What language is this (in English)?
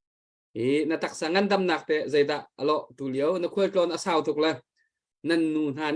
Hakha Chin